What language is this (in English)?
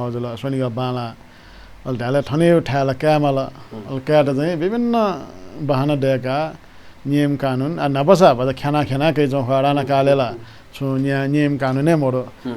Newari